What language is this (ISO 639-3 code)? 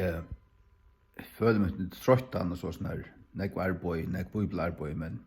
fao